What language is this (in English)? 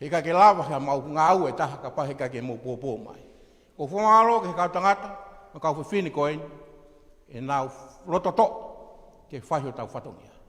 Tongan